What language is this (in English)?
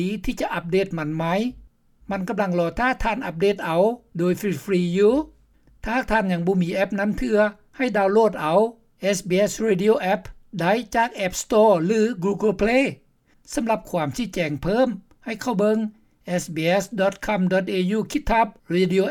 Lao